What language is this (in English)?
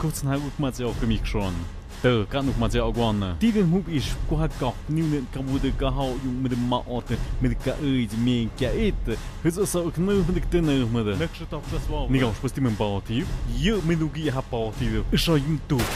Tlahuitoltepec Mixe